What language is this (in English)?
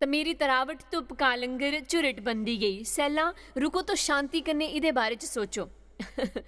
Dogri